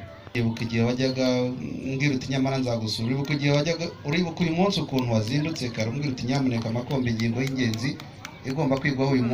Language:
Kinyarwanda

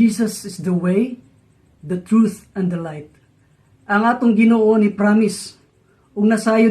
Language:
Cebuano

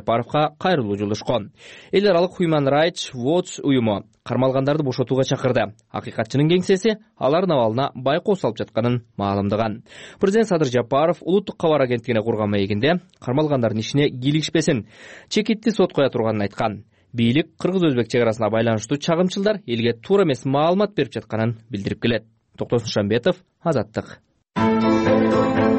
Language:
Kyrgyz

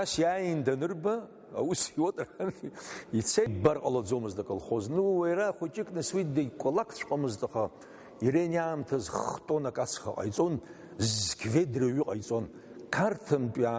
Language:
Abkhazian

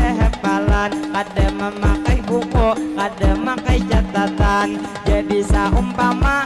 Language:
Banjar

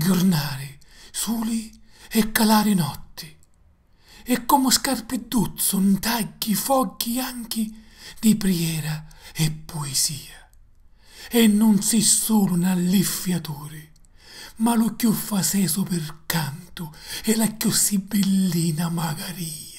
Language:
Sicilian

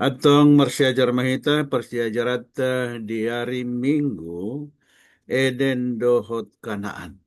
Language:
Batak Toba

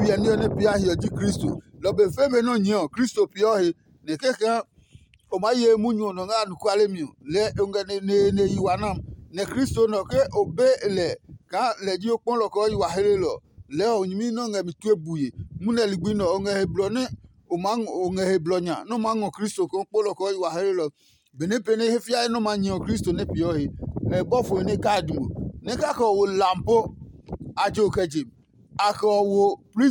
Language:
Adangme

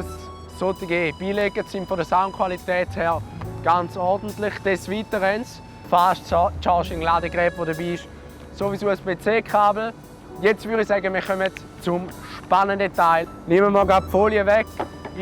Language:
Swiss German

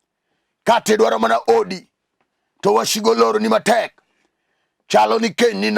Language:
Luo (Kenya and Tanzania)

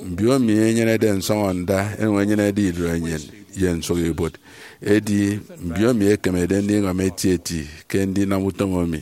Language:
Efik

